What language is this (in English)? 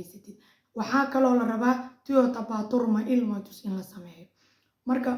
Somali